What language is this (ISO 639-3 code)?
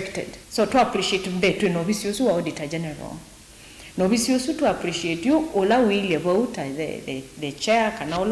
kam